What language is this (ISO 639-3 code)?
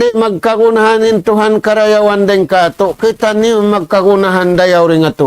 tsg